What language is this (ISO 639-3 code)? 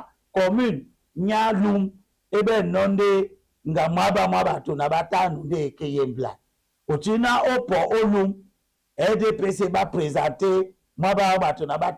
dua